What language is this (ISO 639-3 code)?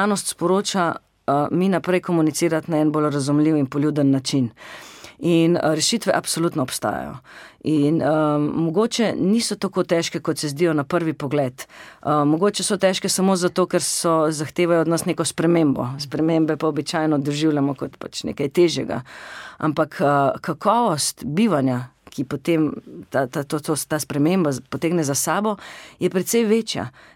slv